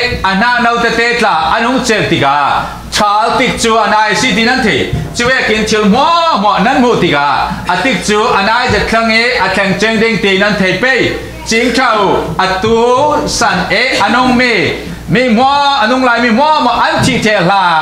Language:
Falam Chin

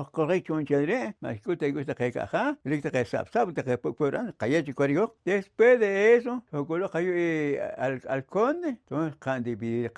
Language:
Poqomchi'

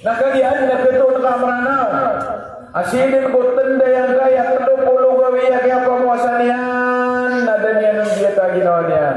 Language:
Maranao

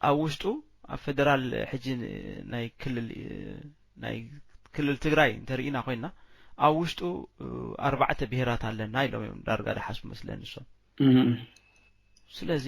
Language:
Tigrinya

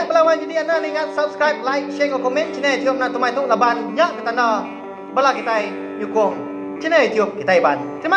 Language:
Iban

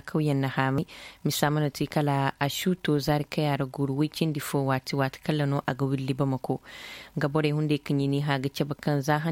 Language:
Zarma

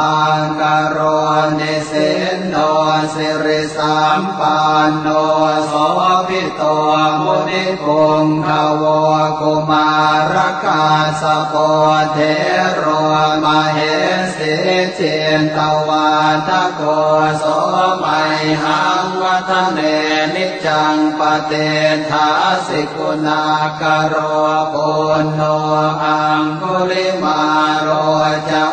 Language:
Pali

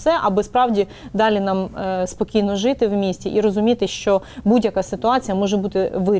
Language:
Ukrainian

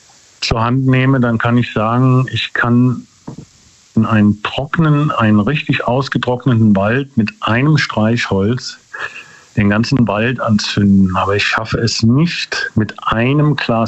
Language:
German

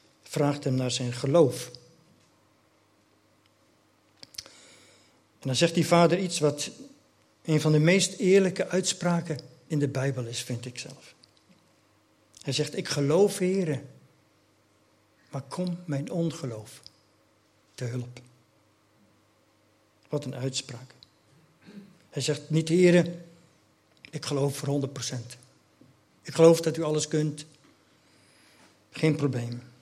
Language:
Dutch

